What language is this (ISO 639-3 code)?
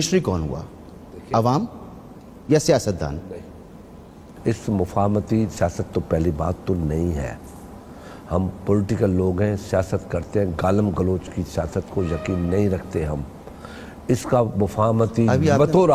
urd